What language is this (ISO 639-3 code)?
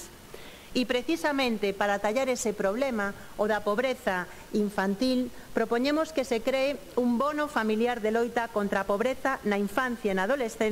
glg